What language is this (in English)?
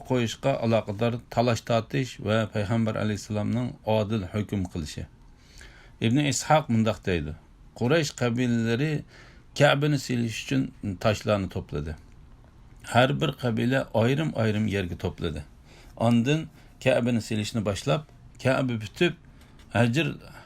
Uyghur